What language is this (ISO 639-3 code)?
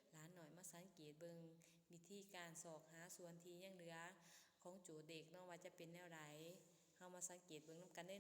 lao